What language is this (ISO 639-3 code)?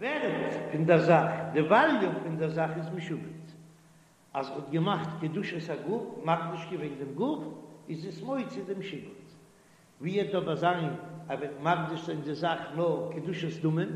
yid